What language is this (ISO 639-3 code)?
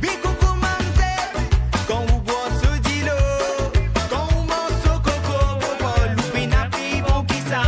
mfe